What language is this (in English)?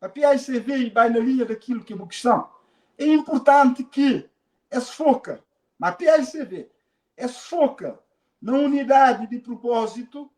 Kabuverdianu